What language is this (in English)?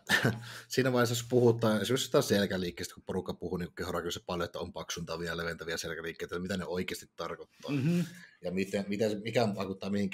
Finnish